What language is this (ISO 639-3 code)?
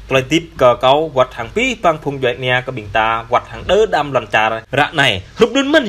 jra